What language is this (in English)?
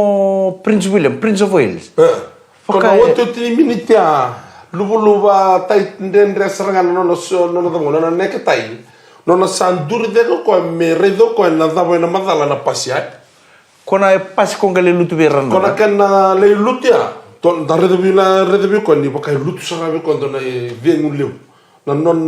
Fijian